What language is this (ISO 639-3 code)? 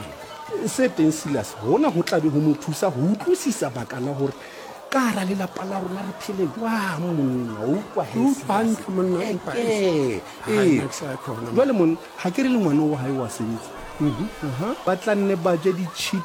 sot